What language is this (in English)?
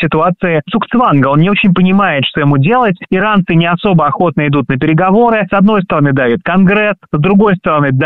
Russian